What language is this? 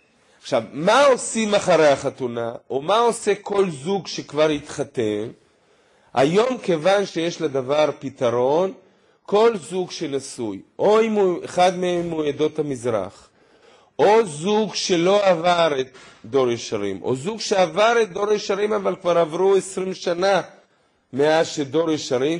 Hebrew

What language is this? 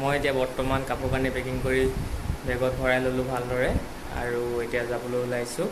Assamese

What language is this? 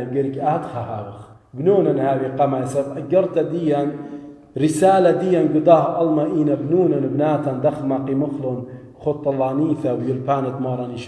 Assyrian Neo-Aramaic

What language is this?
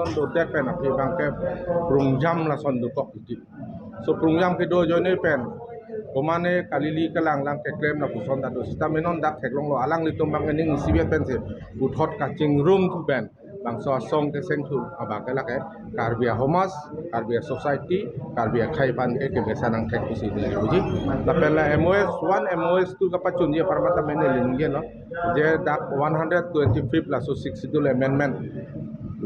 Karbi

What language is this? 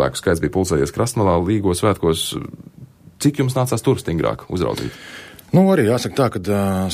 Latvian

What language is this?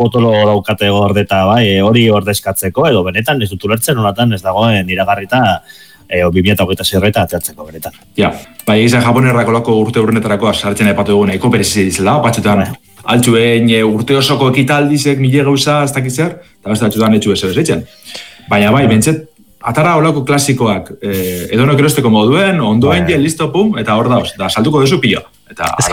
Basque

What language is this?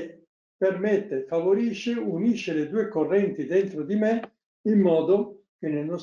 Italian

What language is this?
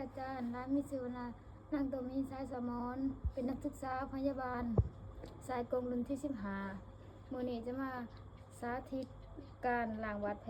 Lao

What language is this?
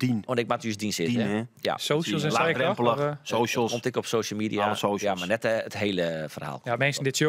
Western Frisian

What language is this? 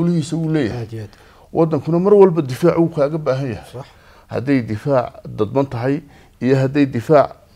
Somali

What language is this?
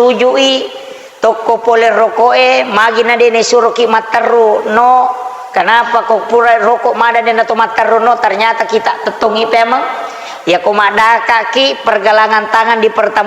Buginese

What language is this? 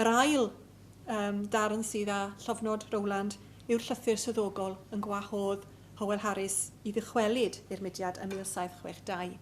Welsh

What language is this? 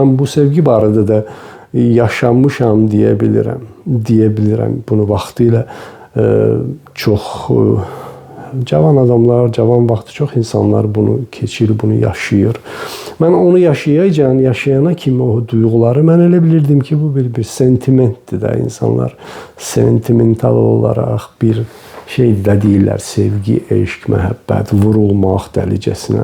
Azerbaijani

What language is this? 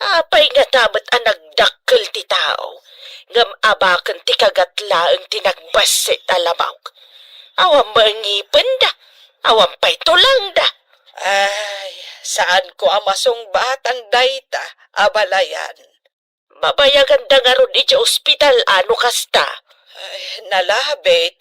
Iloko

